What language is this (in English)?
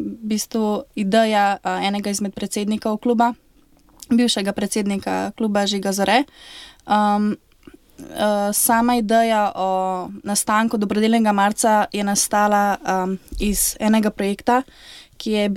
Slovenian